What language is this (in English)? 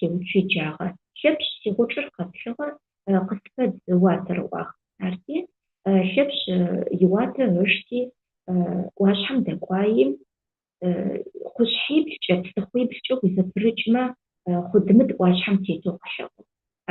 Adyghe